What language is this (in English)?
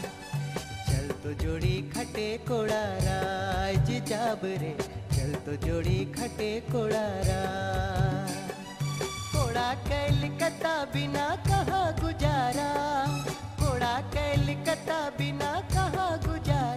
Sadri